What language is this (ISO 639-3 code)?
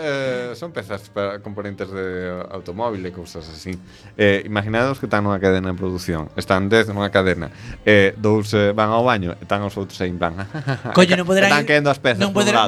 glg